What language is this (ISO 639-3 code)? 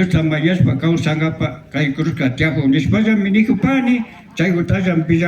qvi